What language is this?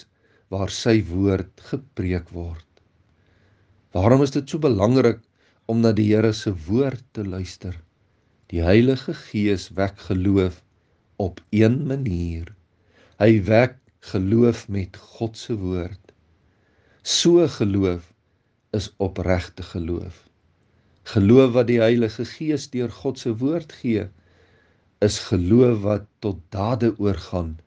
Afrikaans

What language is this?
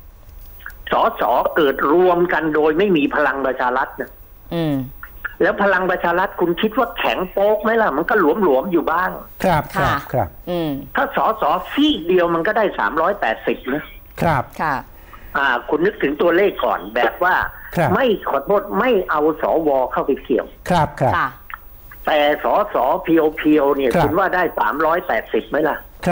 Thai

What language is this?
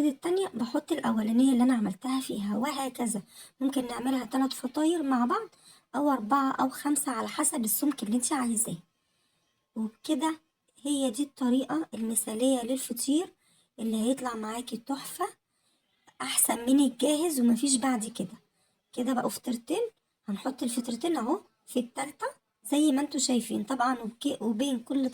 Egyptian Arabic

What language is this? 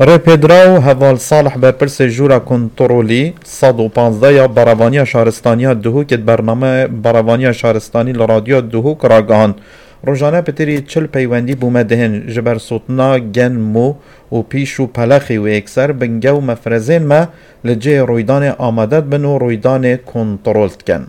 Kurdish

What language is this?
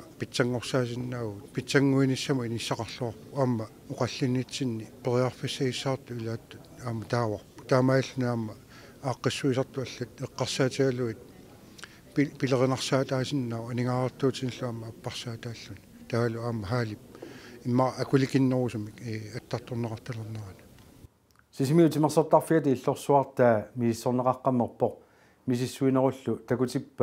Kalaallisut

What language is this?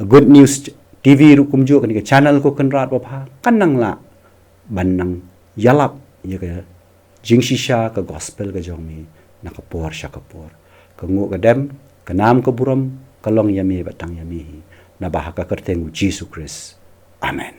Khasi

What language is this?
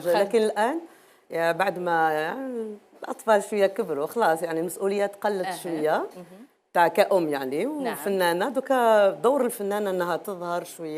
Algerian Arabic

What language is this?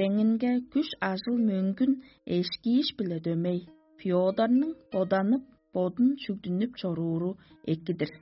Tuvinian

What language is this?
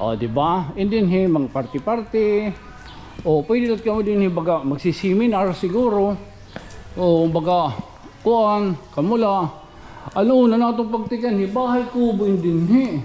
Waray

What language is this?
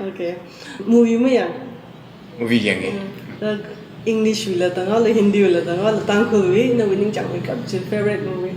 Tangkhul Naga (India)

